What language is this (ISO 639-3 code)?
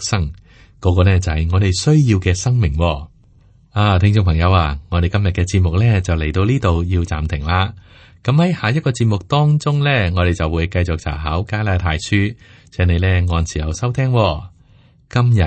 yue